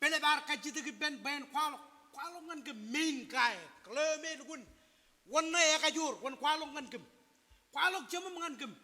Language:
Marshallese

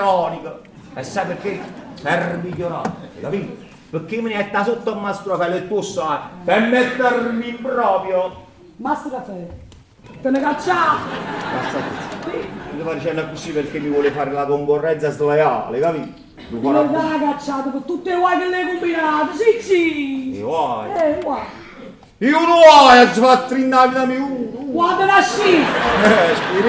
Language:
Neapolitan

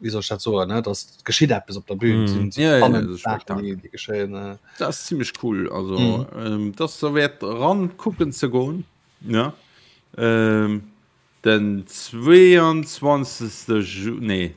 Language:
Luxembourgish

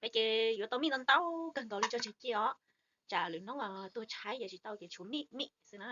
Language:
Hmong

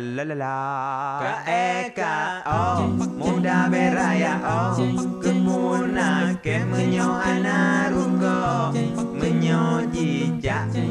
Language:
Achinese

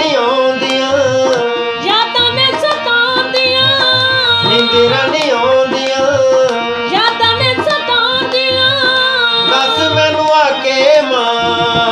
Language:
Saraiki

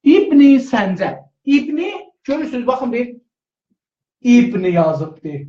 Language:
South Azerbaijani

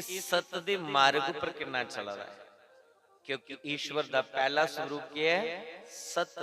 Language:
Dogri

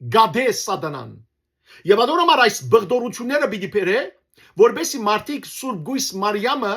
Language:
Western Armenian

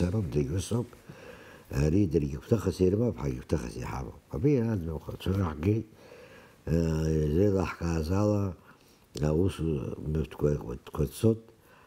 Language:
Abkhazian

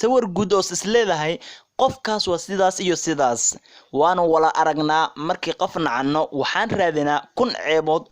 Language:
Somali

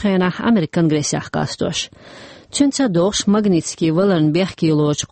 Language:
Chechen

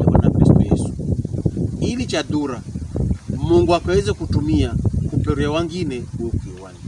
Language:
Pokomo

